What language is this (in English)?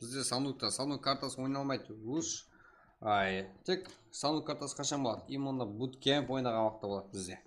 Kara-Kalpak